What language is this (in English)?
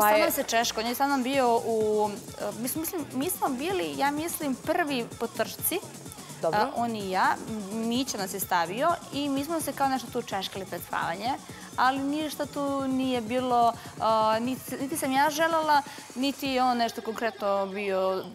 Serbian